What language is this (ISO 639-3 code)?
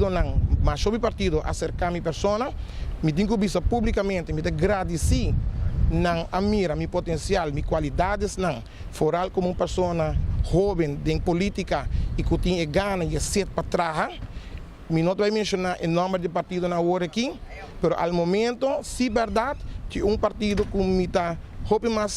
pap